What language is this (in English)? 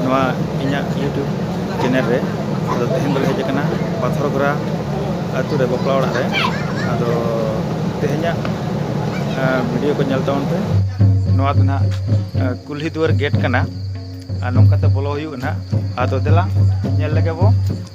Santali